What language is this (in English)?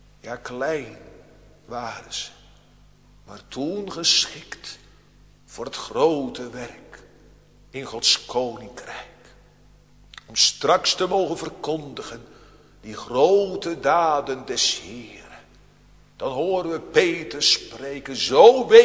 Dutch